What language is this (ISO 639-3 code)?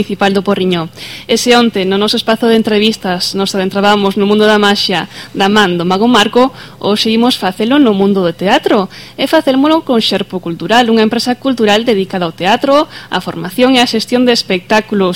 glg